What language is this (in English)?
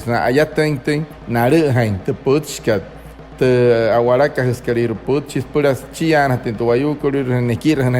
Wayuu